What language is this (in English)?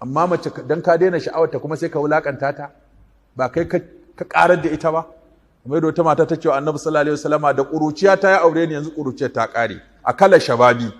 Hausa